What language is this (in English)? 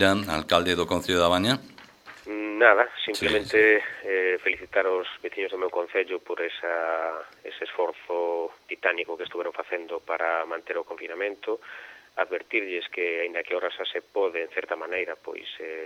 Galician